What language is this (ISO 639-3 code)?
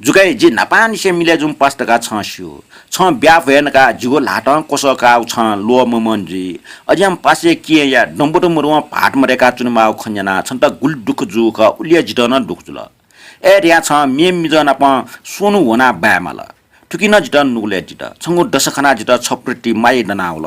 new